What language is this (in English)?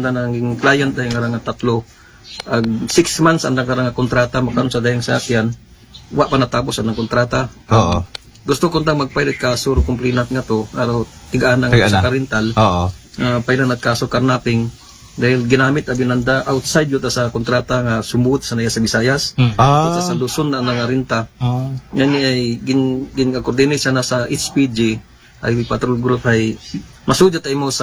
Aklanon